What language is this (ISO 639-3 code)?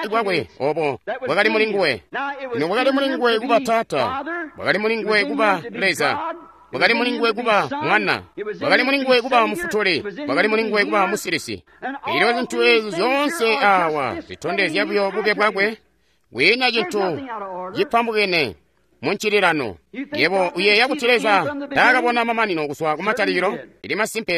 toi